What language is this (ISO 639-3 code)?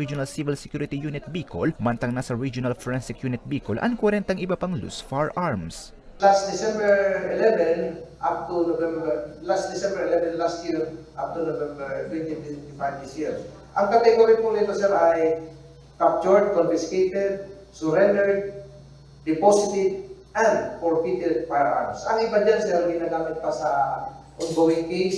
bik